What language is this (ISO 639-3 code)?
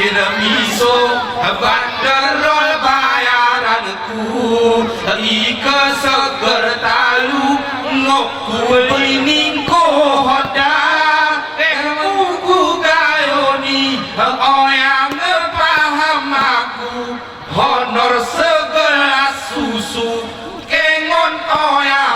gay